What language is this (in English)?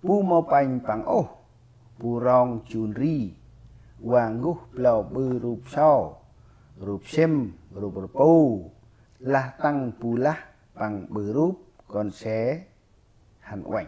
Central Mnong